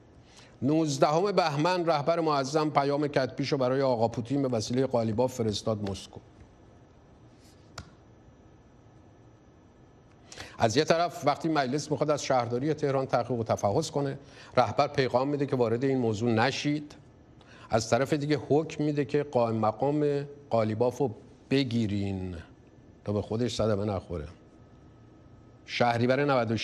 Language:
Persian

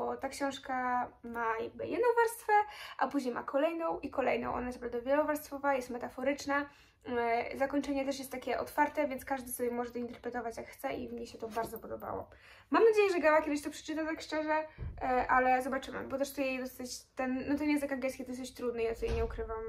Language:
Polish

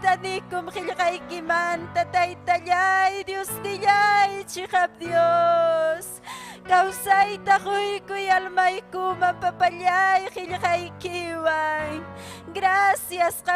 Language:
Ayacucho Quechua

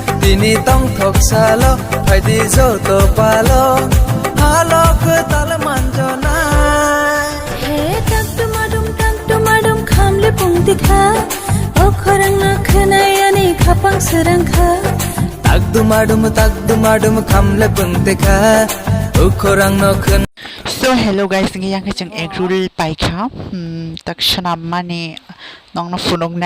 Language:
Kok Borok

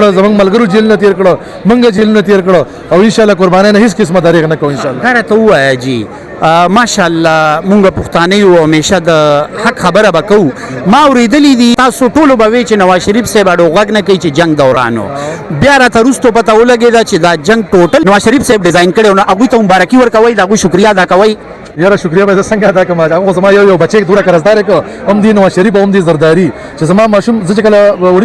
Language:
Pashto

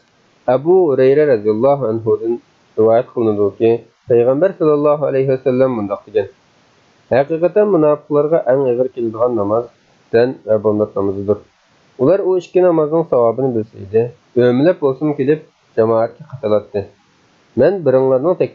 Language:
Uyghur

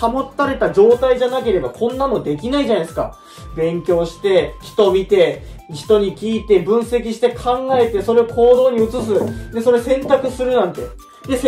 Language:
Japanese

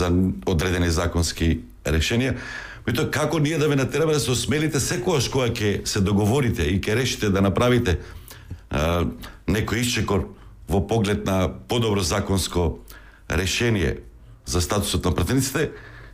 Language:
Macedonian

